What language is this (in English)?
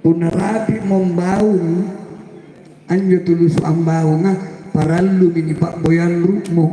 Makasar